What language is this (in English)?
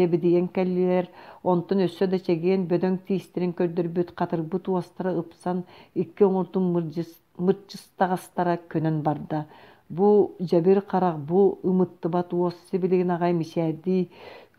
Yakut